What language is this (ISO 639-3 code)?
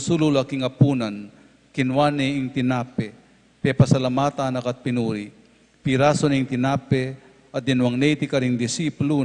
pam